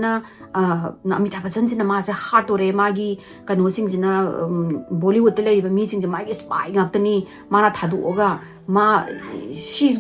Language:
Manipuri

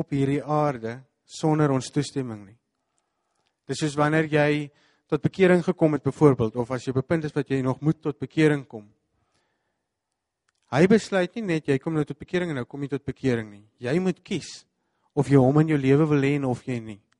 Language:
Afrikaans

